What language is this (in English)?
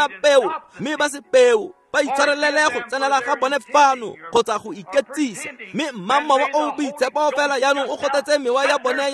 Tswana